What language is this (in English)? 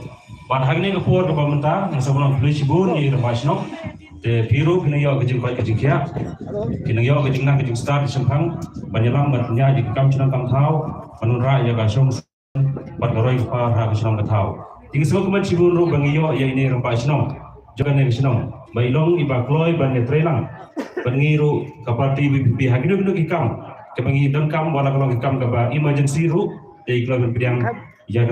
Khasi